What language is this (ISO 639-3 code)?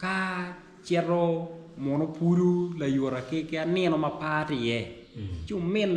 ach